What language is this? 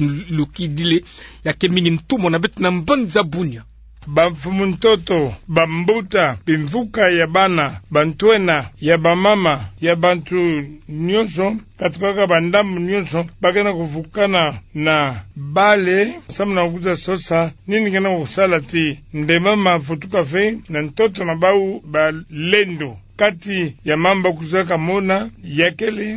Kituba (Democratic Republic of Congo)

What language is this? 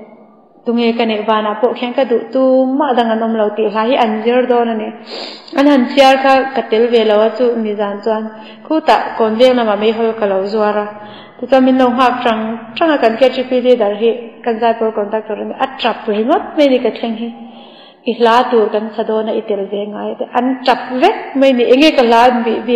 Mizo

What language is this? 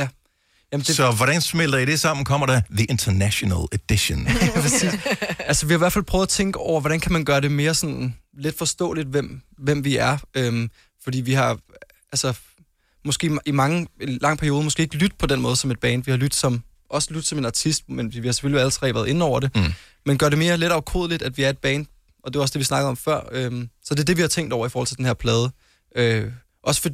Danish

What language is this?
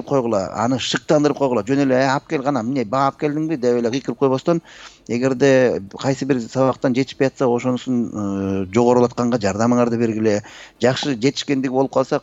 Kyrgyz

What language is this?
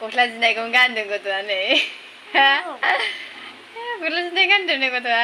Bodo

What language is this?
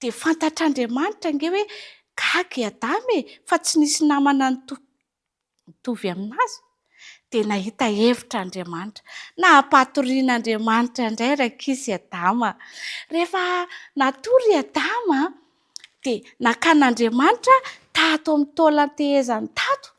Malagasy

